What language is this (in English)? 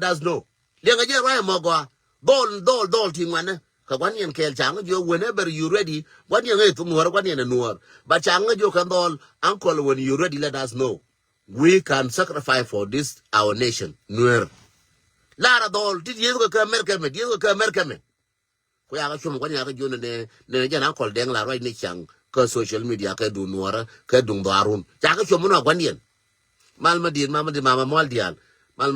Nuer